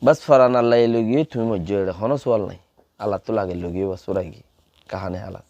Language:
Rohingya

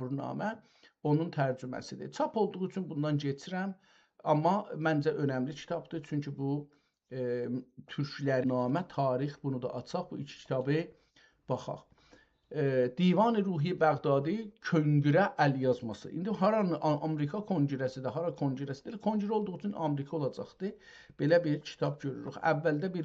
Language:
South Azerbaijani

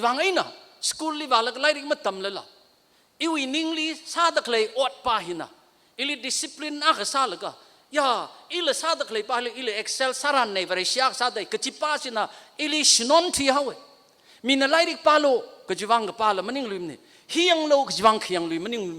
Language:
Tangkhul Naga (India)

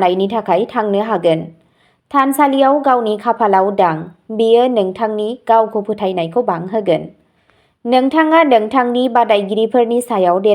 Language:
Bodo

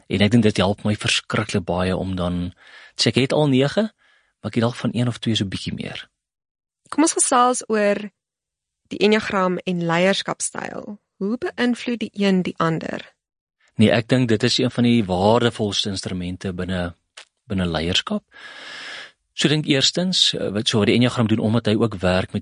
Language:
Afrikaans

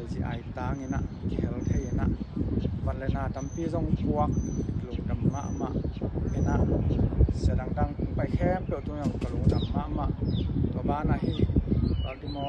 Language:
Tedim Chin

